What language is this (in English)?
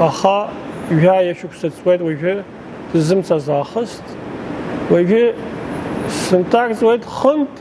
Abkhazian